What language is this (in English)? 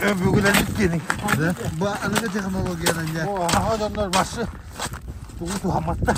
Yakut